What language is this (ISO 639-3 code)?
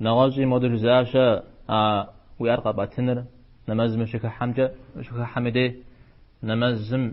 kbd